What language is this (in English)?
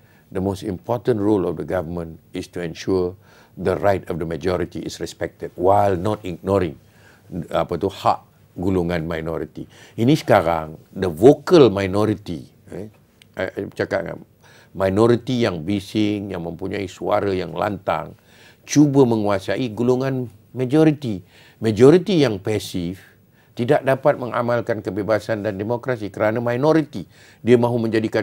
Malay